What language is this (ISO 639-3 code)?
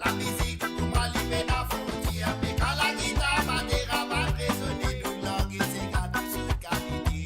mfe